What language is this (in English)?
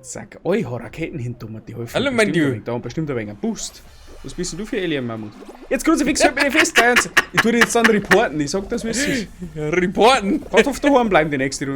Bavarian